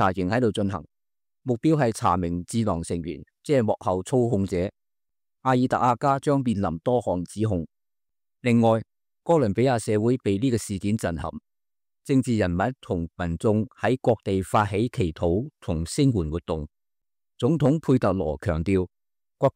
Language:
Cantonese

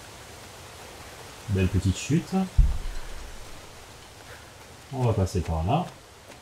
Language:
French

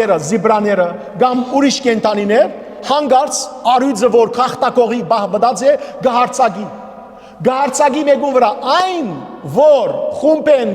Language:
Western Armenian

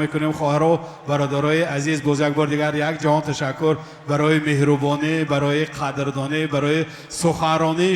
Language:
Tajik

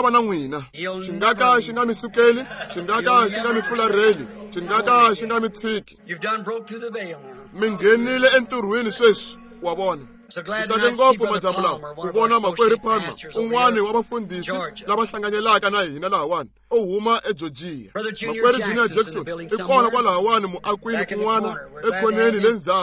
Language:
Tsonga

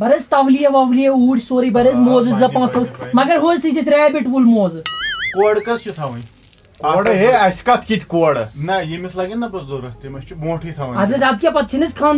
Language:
Kashmiri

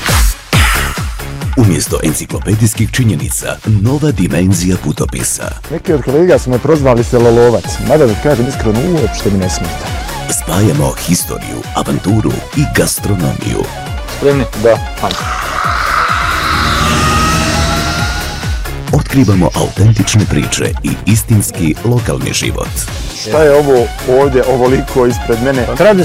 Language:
Bosnian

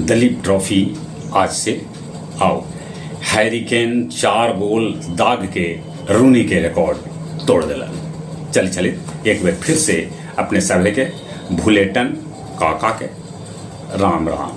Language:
Magahi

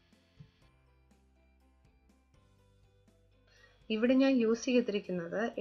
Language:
Malayalam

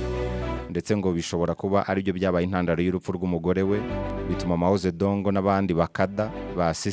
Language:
Kinyarwanda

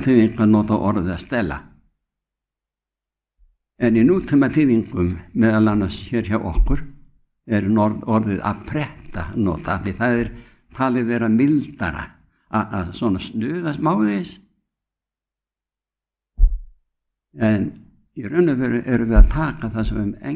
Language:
Icelandic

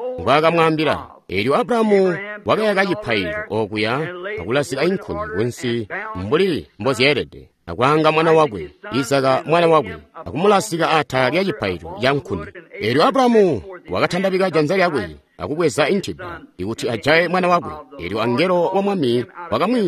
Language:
Tonga (Zambia)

